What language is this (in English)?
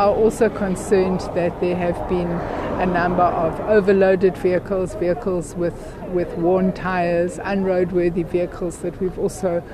Venda